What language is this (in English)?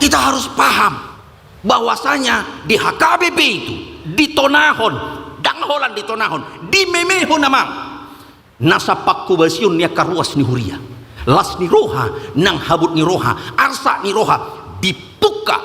Batak Toba